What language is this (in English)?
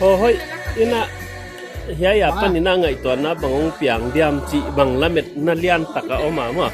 Paite Chin